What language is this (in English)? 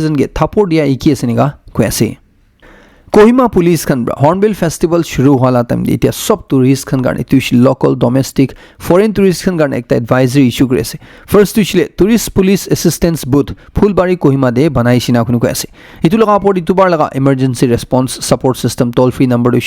Naga Pidgin